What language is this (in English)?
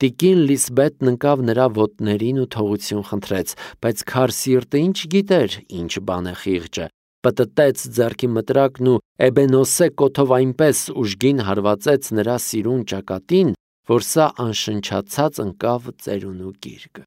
Armenian